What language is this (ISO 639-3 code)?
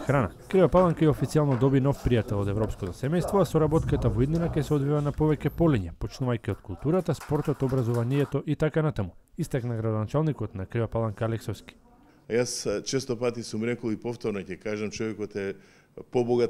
mkd